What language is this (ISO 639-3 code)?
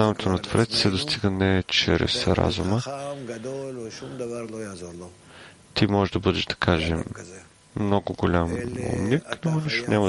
bul